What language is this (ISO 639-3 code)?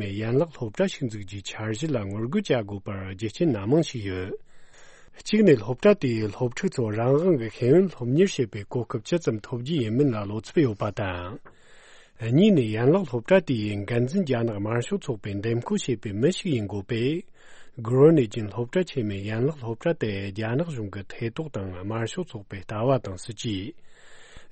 bod